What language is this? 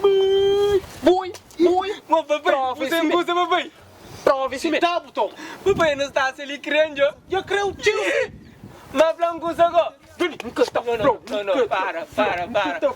Kabuverdianu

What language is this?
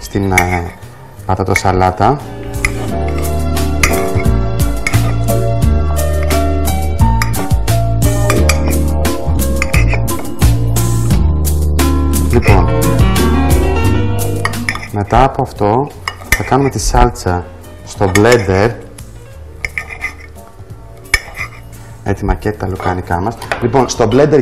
Greek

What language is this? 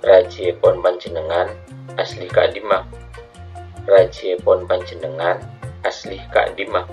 Madurese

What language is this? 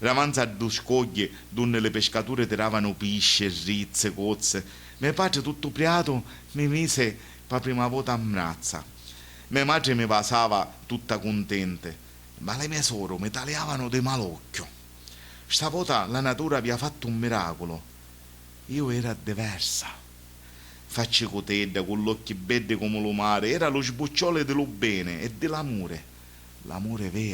Sicilian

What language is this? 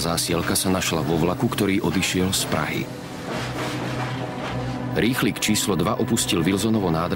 Slovak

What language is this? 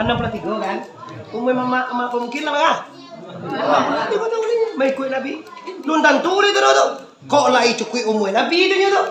Minangkabau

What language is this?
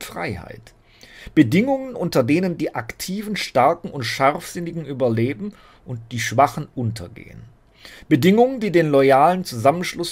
German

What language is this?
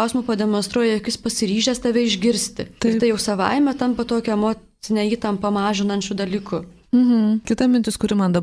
Lithuanian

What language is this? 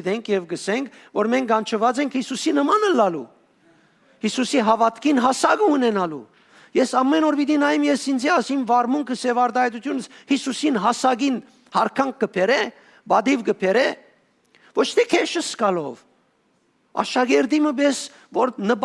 Western Armenian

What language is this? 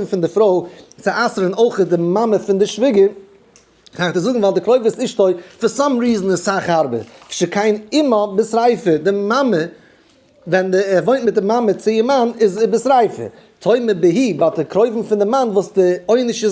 Yiddish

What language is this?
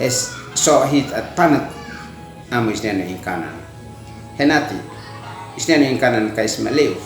Uab Meto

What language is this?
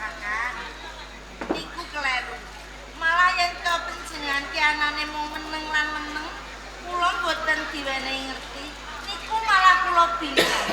Javanese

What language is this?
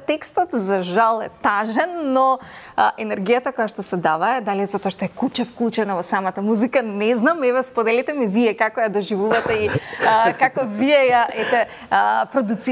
Macedonian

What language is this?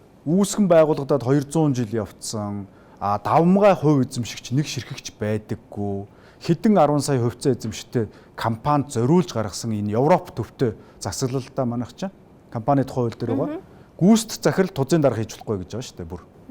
Mongolian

